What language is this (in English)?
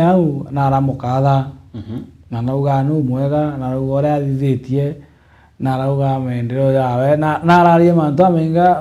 Meru